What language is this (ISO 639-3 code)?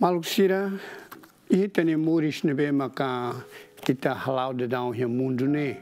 tet